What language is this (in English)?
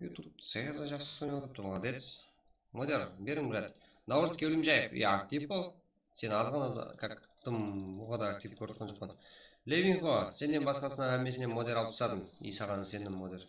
Kara-Kalpak